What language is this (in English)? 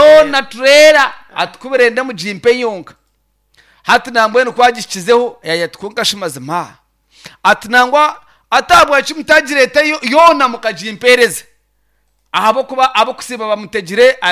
Nyankole